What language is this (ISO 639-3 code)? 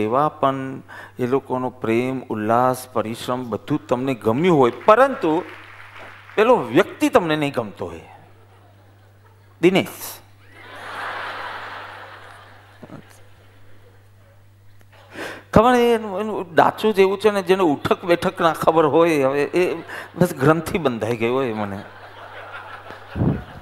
guj